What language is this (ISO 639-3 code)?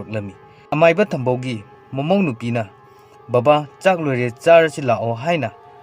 mni